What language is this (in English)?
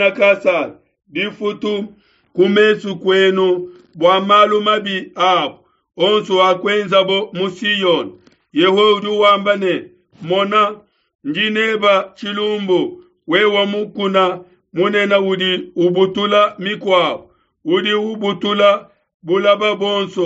Luba-Lulua